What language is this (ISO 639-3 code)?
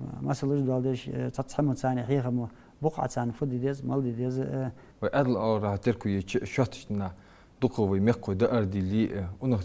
inh